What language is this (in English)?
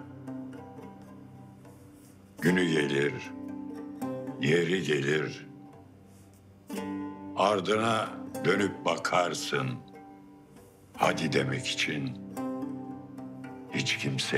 Turkish